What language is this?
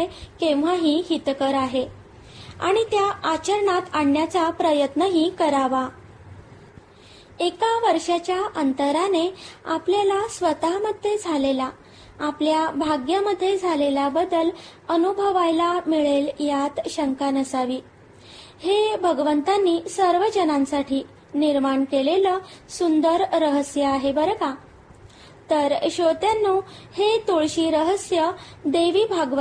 Marathi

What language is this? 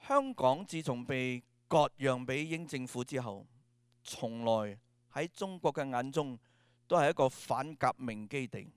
Cantonese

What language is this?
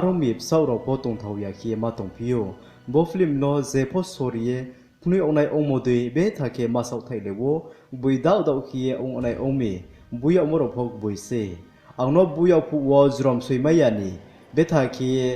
Riang (India)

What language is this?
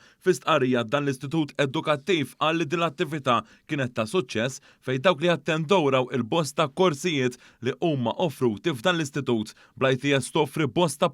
Maltese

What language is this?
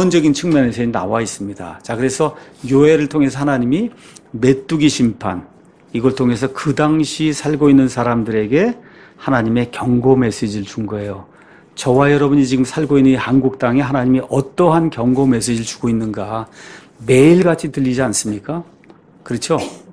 Korean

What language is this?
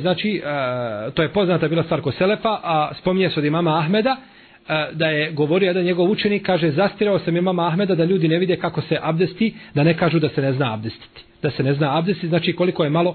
Bosnian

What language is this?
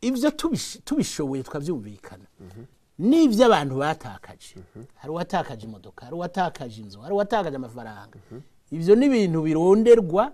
Rundi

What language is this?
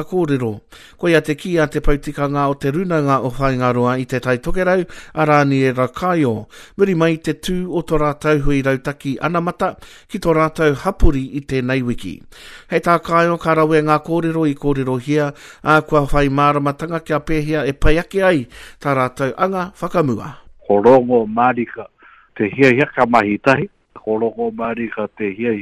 Māori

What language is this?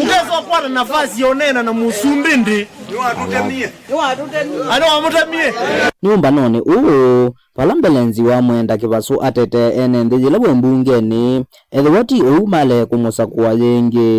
Kamba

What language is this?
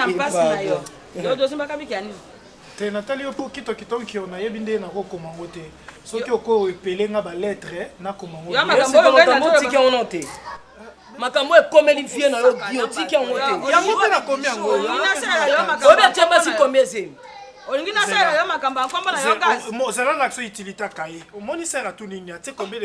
Lingala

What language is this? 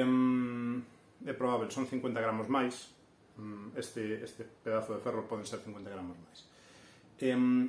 Galician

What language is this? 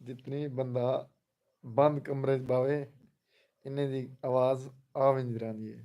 Saraiki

